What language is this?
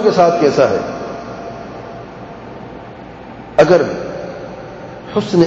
Urdu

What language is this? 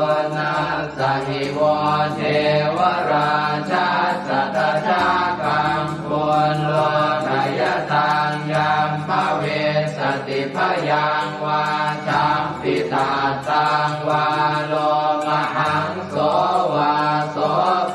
Pali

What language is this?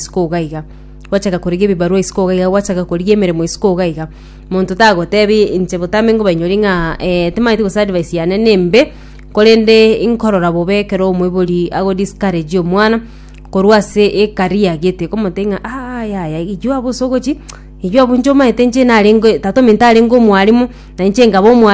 Gusii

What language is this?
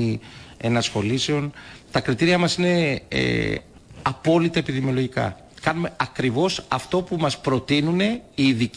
Greek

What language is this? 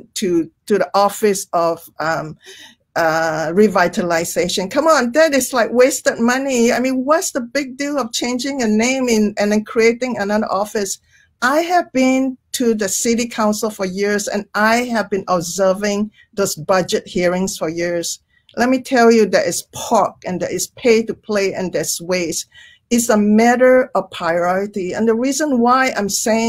English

